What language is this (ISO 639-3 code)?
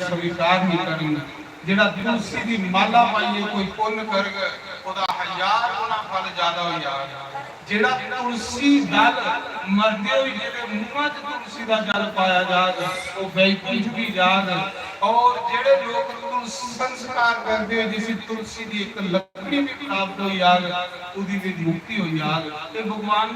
doi